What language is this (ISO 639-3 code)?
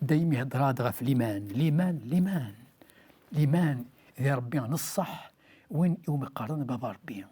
kab